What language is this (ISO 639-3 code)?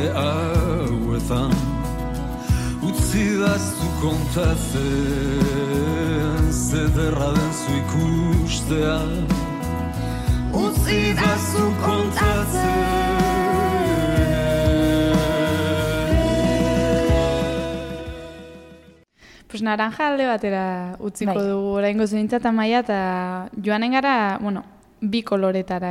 eus